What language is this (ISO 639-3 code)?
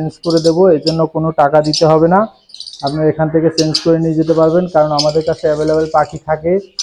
ben